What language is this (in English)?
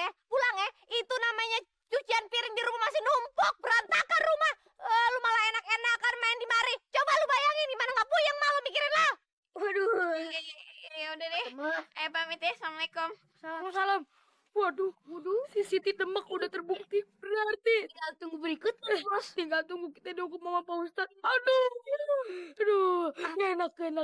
Betawi